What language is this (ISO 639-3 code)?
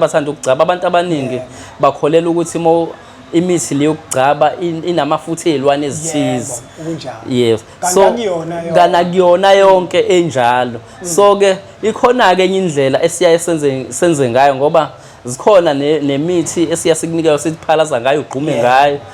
zul